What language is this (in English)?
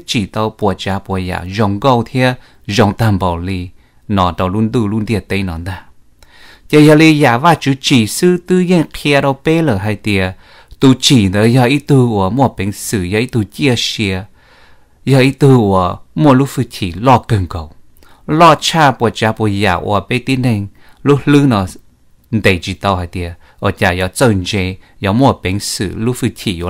Hmong